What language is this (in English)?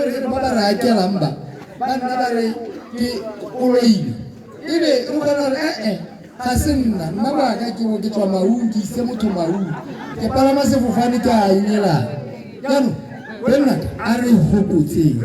Tswana